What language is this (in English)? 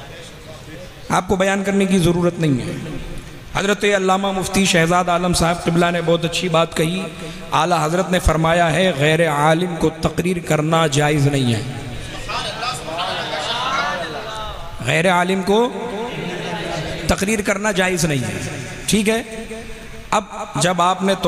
Urdu